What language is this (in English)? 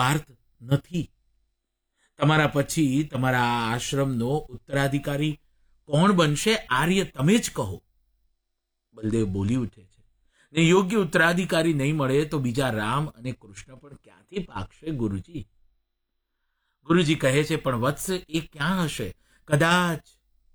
Gujarati